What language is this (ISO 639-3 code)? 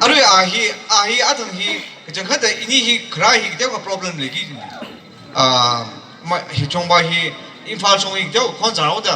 nmf